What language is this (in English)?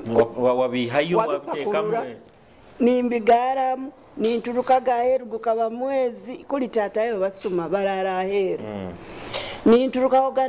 Nyoro